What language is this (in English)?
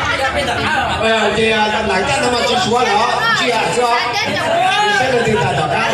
Hmong